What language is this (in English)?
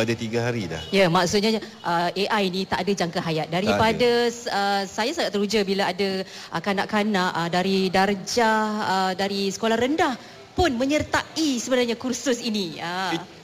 Malay